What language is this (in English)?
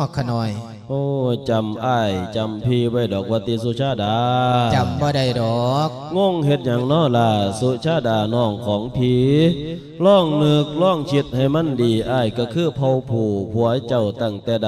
Lao